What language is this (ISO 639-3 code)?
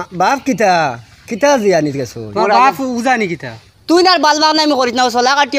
syl